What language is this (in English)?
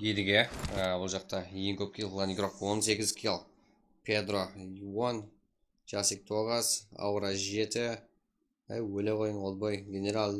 Kara-Kalpak